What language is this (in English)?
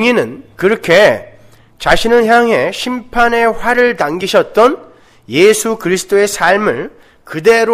Korean